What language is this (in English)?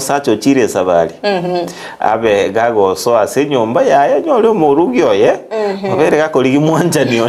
Gusii